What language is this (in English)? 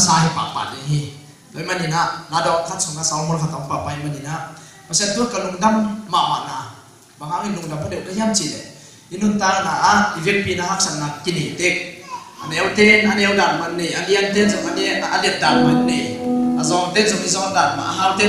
Tedim Chin